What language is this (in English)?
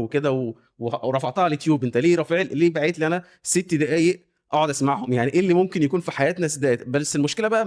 Egyptian Arabic